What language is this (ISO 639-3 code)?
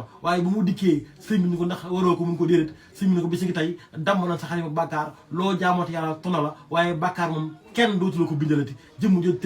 wol